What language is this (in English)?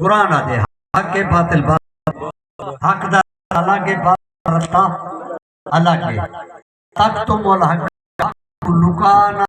Saraiki